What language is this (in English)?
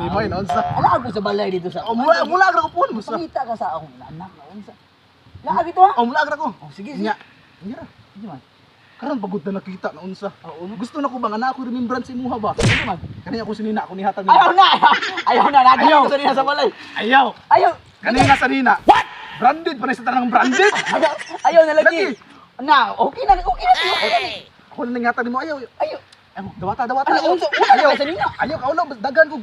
Cebuano